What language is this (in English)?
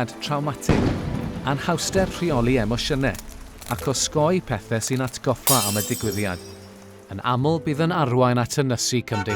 Welsh